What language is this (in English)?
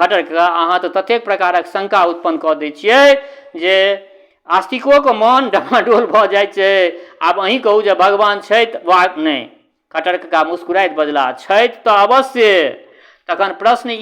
Maithili